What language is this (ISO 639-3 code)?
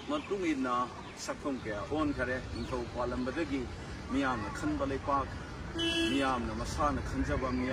mni